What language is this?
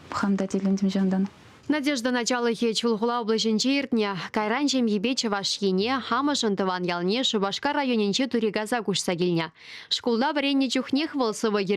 Chuvash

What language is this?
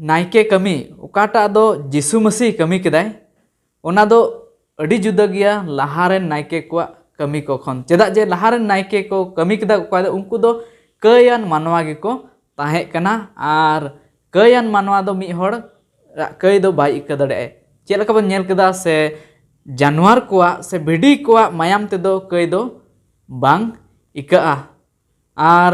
Santali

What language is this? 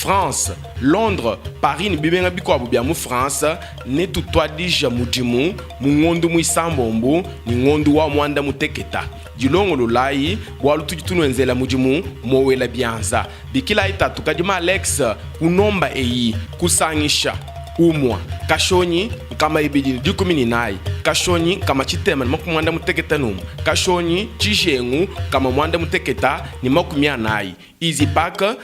Luba-Lulua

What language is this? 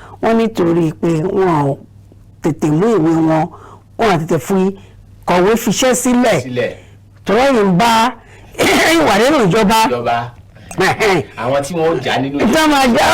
Yoruba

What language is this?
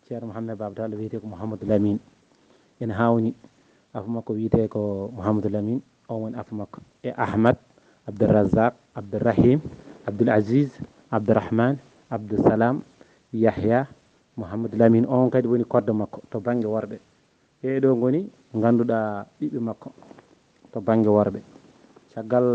Fula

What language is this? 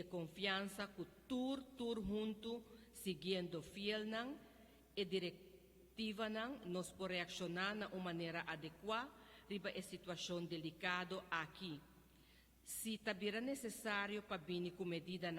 Papiamento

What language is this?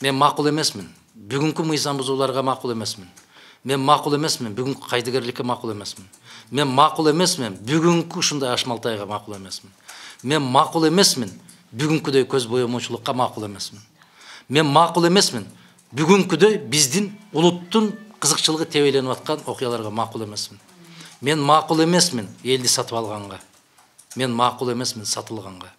Kyrgyz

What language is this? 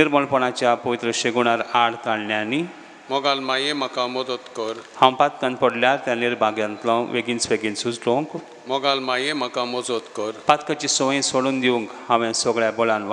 Konkani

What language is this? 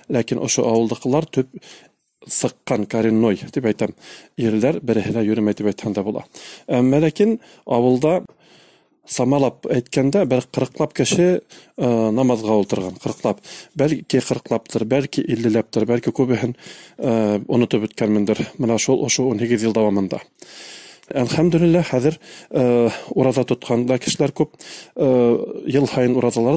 Bashkir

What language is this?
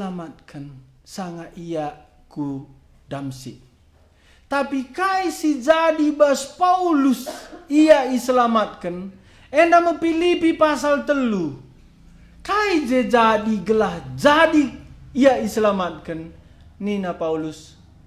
Batak Karo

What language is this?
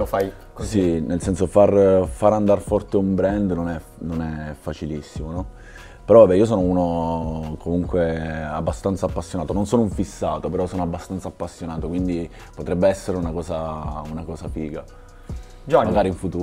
Italian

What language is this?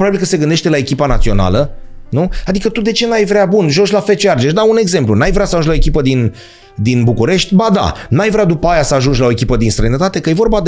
Romanian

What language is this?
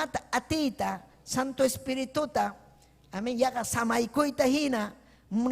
Ayacucho Quechua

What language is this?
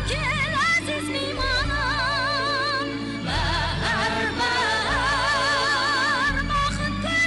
Kara-Kalpak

